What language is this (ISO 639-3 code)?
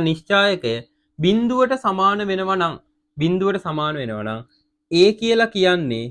sin